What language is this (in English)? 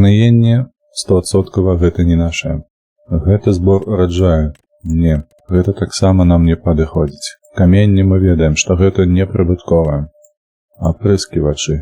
Belarusian